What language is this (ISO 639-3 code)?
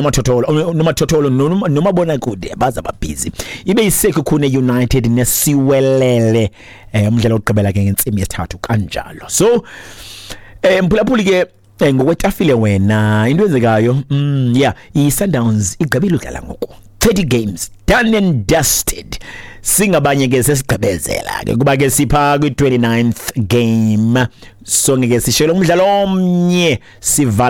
xho